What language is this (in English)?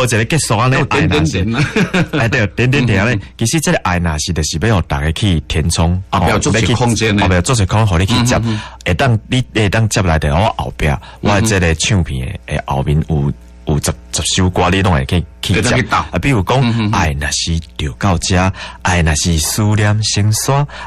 Min Nan Chinese